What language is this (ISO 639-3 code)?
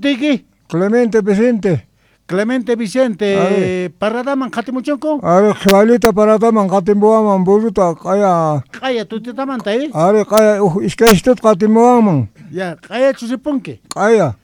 que